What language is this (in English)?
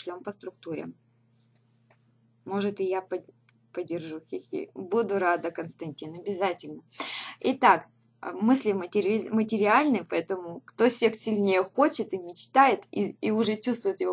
Russian